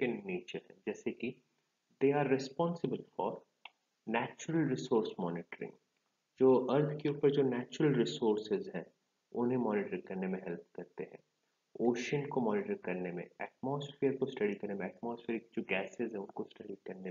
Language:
Hindi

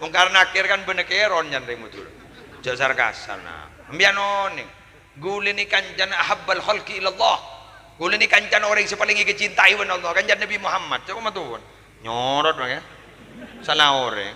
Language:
Madurese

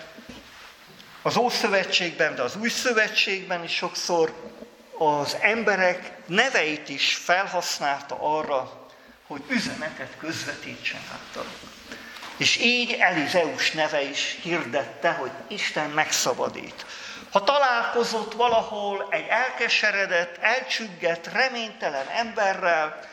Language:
Hungarian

